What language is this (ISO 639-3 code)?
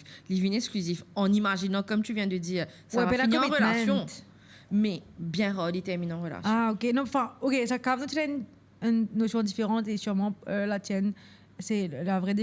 mfe